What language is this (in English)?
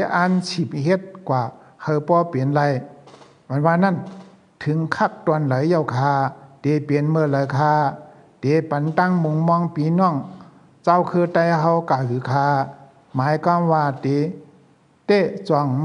Shan